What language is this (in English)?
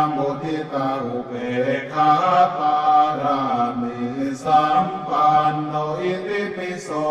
Pali